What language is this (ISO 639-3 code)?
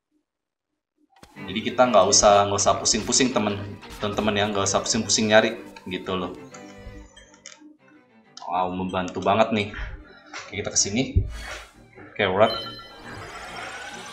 ind